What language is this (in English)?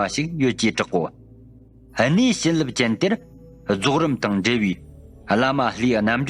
Tibetan